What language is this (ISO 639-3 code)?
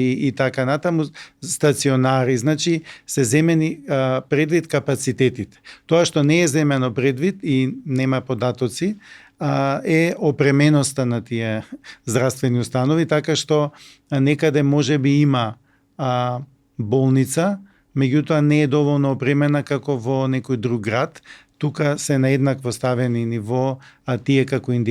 mkd